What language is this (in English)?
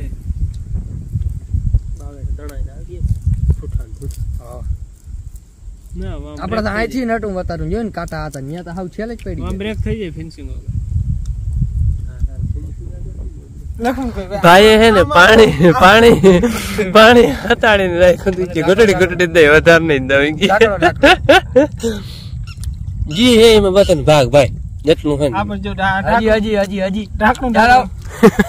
Gujarati